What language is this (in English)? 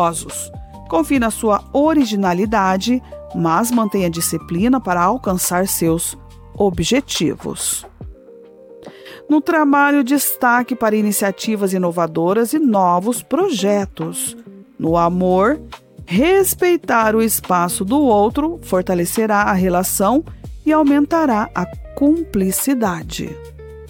Portuguese